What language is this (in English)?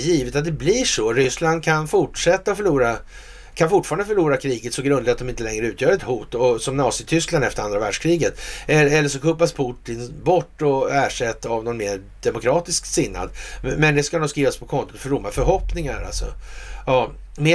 Swedish